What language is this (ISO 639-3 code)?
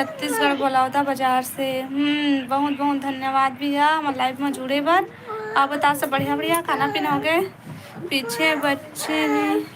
hne